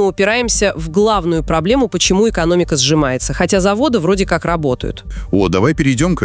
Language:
Russian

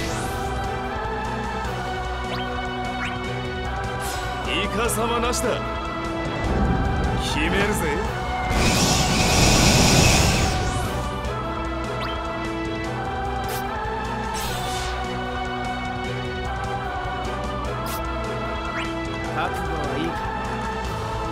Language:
Japanese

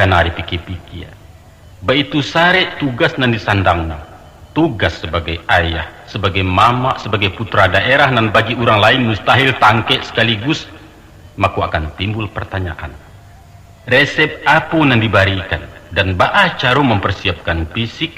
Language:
Minangkabau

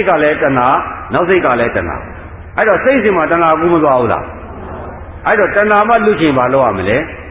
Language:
Burmese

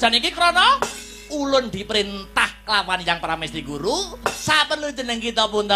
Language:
Javanese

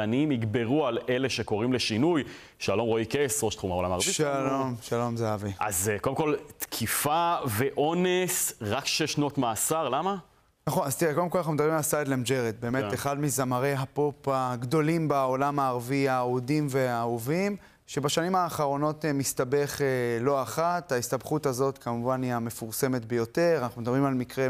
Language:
Hebrew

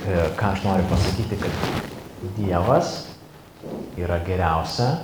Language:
Lithuanian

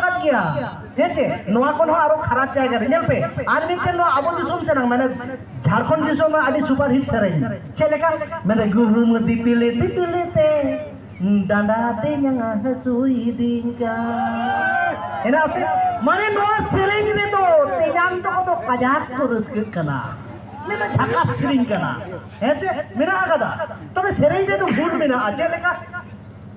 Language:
Santali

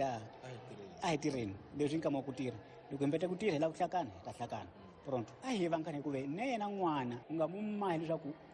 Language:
Tsonga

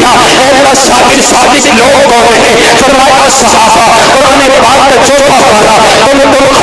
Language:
Urdu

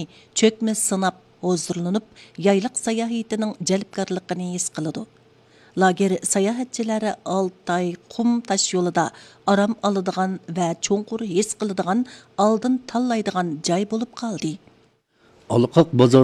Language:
Uyghur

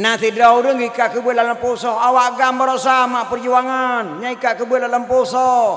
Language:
Achinese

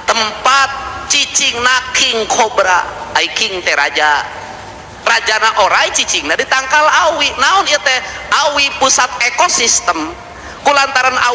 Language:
Sundanese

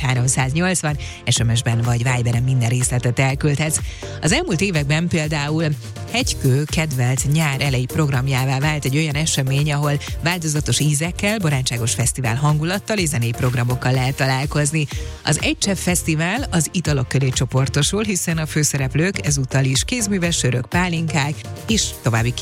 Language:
Hungarian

